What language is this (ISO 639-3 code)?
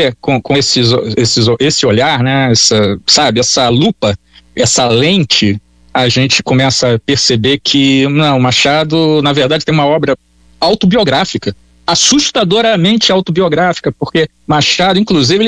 por